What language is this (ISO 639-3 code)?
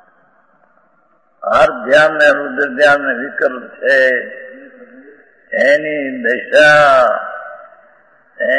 guj